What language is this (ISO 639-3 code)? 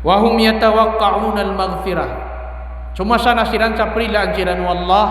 mrw